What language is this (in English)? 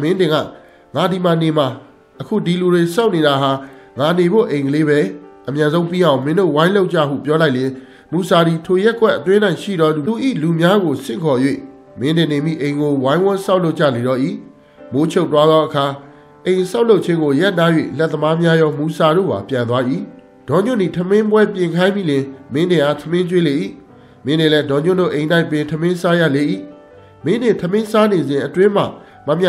Burmese